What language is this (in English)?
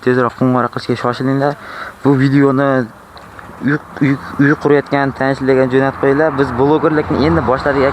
Uzbek